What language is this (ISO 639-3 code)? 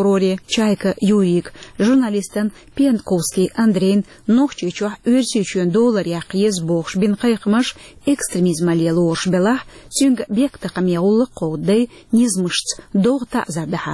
che